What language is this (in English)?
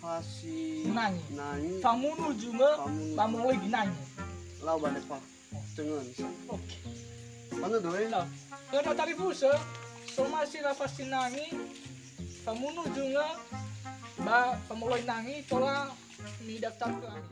Nias